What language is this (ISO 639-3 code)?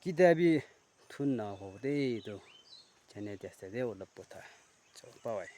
nag